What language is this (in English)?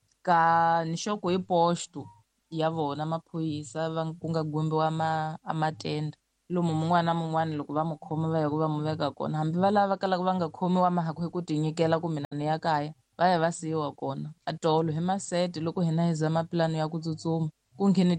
Tsonga